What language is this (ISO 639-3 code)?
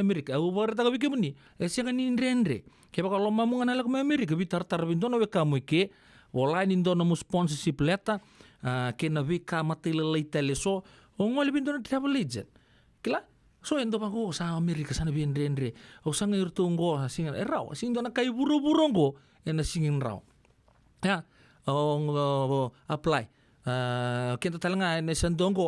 fij